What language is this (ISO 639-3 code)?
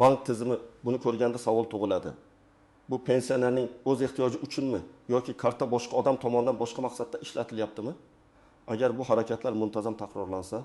uzb